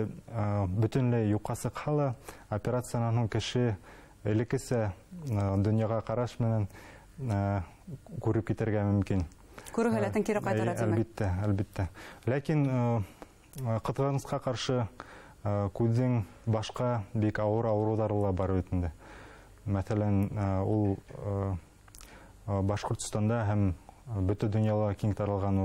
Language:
Bashkir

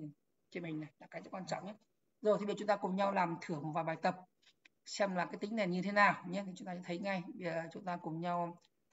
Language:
Vietnamese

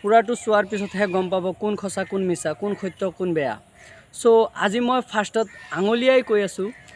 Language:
Assamese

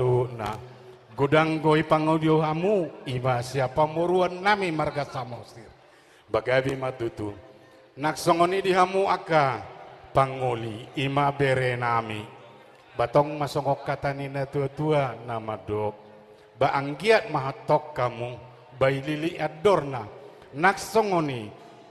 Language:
Batak Toba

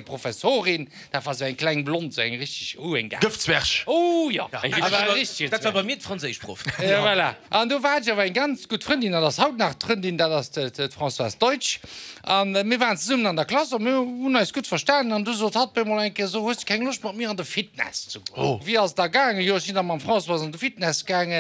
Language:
Luxembourgish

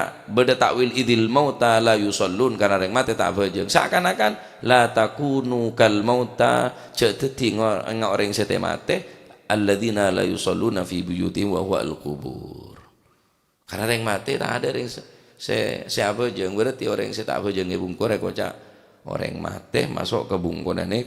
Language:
Madurese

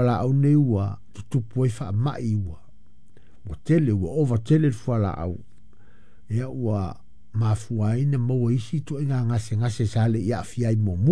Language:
Samoan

